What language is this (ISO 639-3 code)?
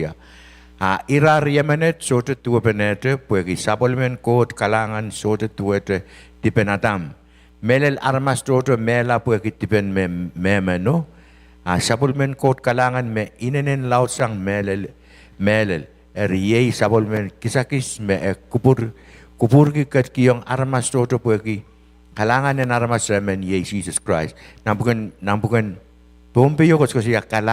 pon